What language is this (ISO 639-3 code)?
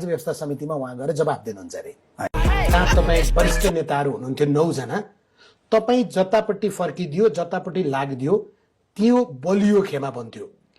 nep